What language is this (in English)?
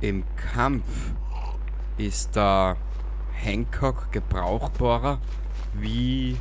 Bavarian